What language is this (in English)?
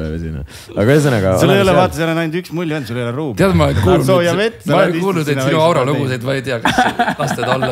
Estonian